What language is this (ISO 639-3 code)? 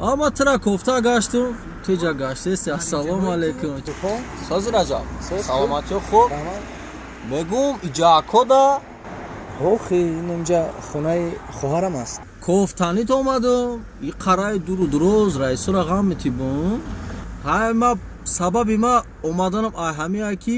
tgk